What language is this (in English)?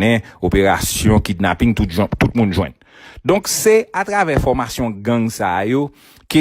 Haitian Creole